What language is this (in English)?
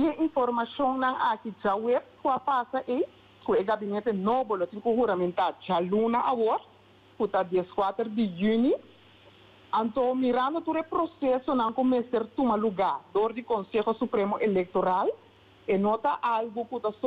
Papiamento